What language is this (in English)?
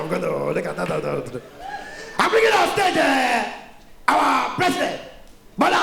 Nigerian Pidgin